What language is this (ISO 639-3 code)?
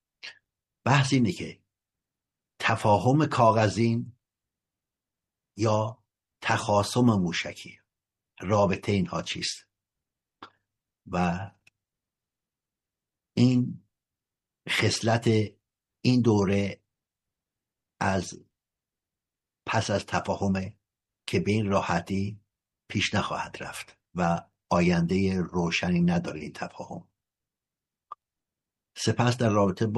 fas